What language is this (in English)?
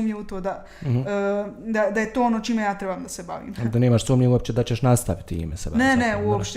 Bosnian